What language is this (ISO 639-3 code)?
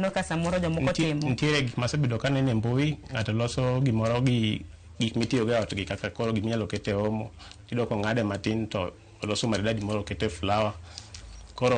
luo